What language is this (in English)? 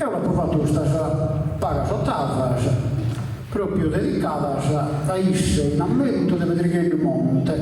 Sardinian